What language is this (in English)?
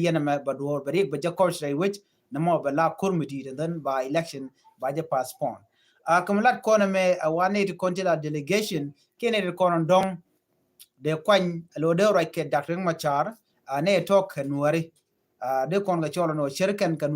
Nuer